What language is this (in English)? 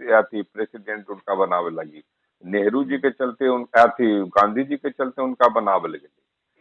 Magahi